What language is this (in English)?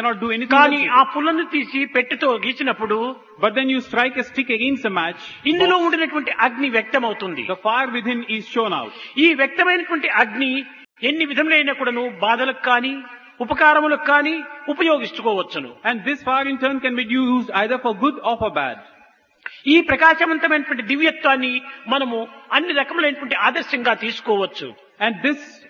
Telugu